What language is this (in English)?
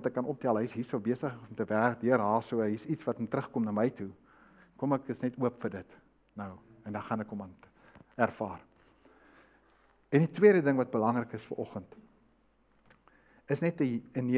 Afrikaans